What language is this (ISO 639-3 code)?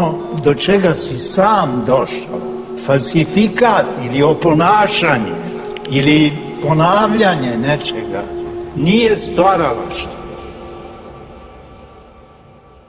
srp